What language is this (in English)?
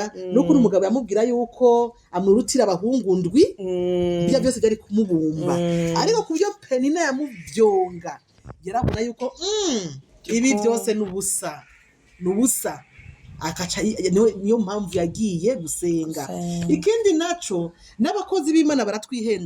Rundi